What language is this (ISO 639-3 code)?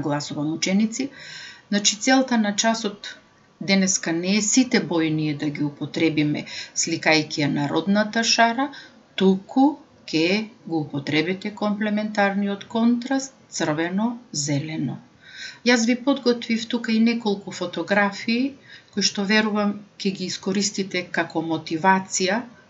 mkd